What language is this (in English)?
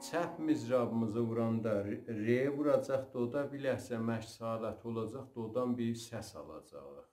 South Azerbaijani